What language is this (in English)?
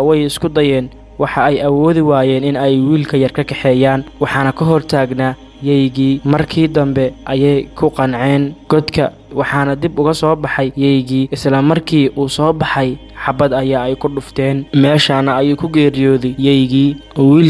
Somali